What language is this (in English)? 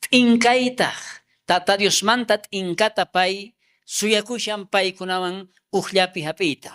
South Bolivian Quechua